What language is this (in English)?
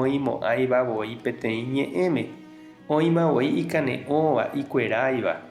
Guarani